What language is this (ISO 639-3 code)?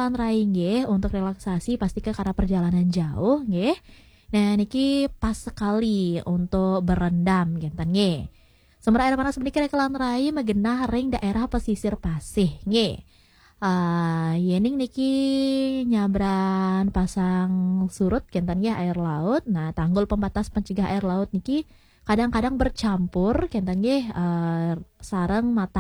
ban